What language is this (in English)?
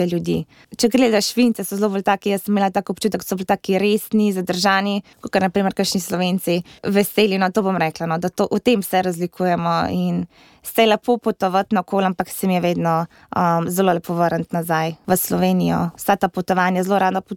Slovenian